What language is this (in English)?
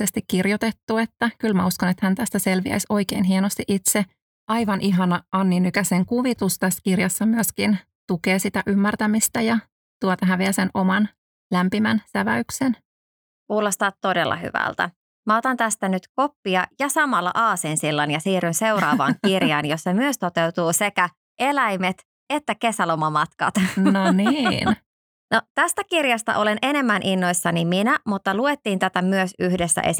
Finnish